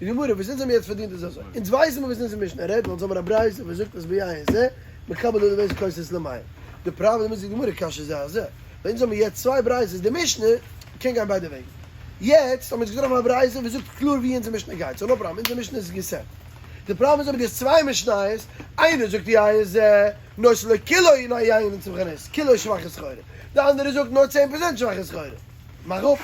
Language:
Yiddish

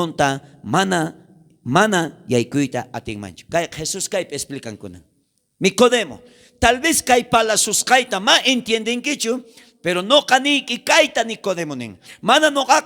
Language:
South Bolivian Quechua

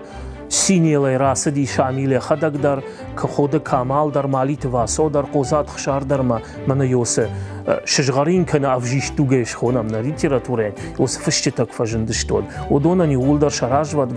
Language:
Ossetic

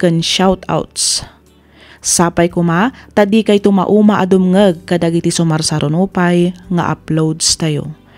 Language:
Iloko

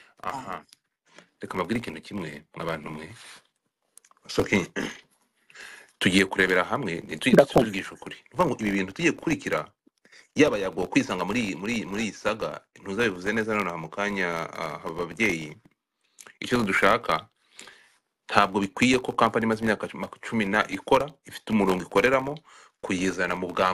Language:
Kinyarwanda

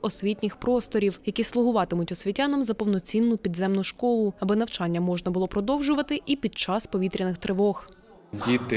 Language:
Ukrainian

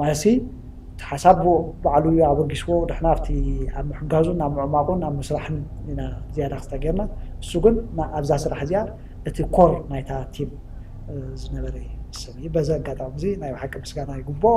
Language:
Tigrinya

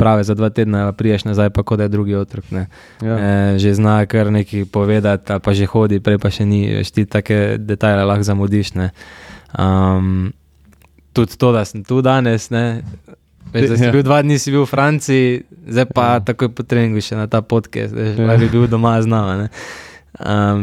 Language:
Slovenian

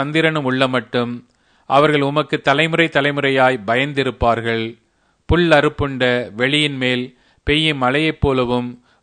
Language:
Tamil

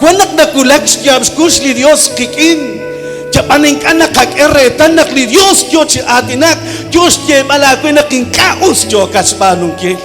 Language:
Kekchí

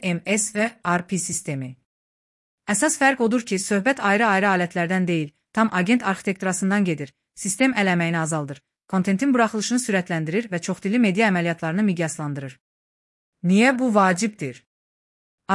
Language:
Azerbaijani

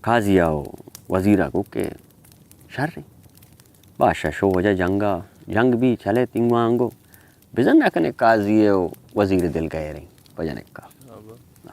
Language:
Baluchi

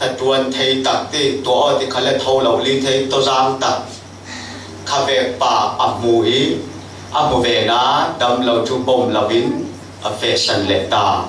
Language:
Falam Chin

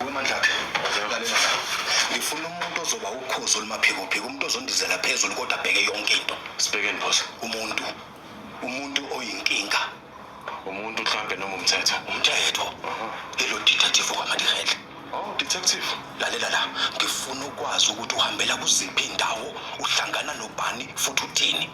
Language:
Zulu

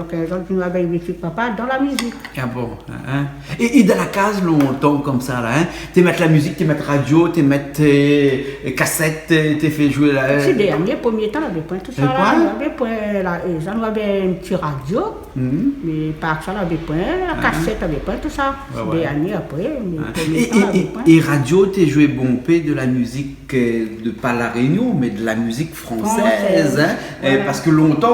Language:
Réunion Creole French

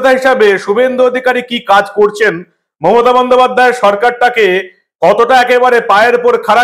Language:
Bangla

